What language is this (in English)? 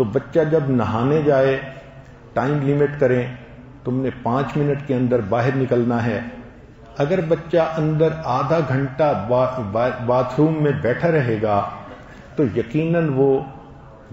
Urdu